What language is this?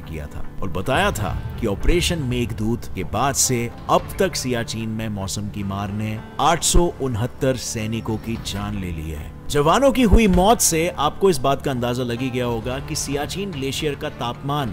Hindi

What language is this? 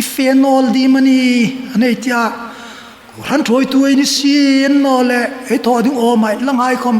Hmar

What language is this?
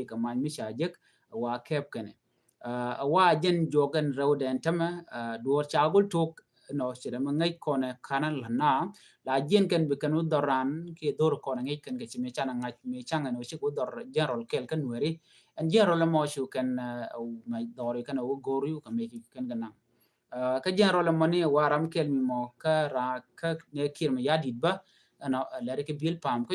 Nuer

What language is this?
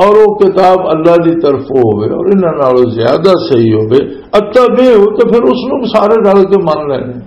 Western Panjabi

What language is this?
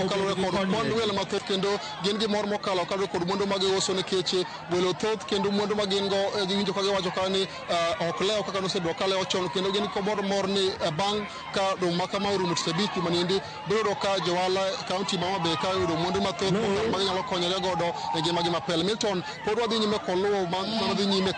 Luo (Kenya and Tanzania)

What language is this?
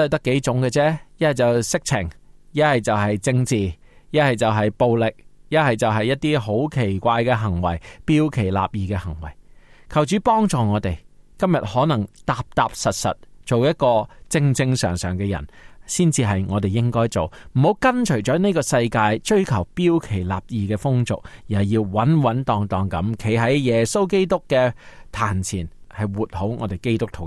Cantonese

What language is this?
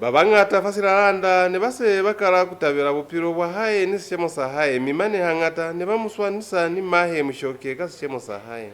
Lozi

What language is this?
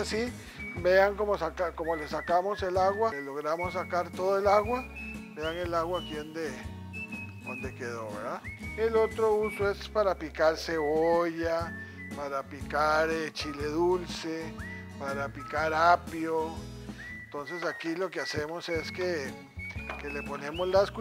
Spanish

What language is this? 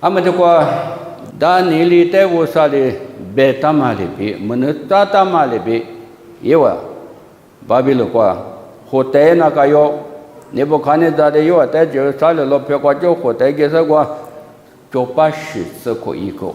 Lisu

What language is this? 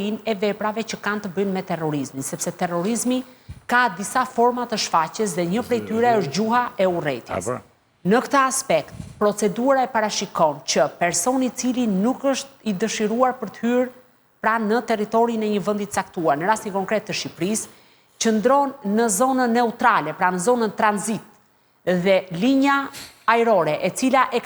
Albanian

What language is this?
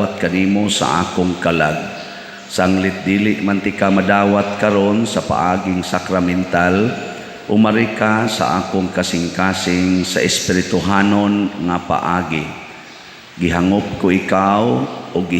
Cebuano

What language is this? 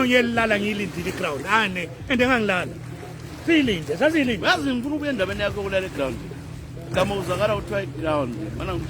North Ndebele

